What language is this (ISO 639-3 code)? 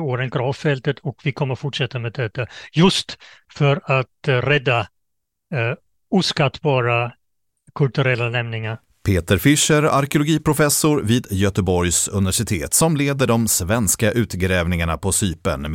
swe